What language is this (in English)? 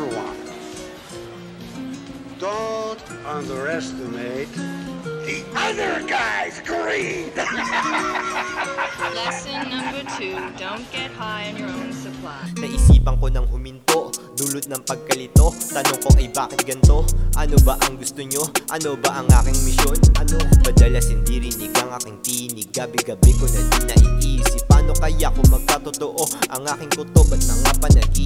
Filipino